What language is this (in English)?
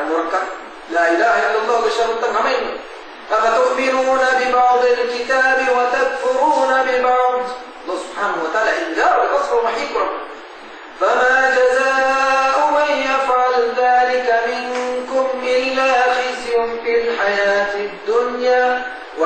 Divehi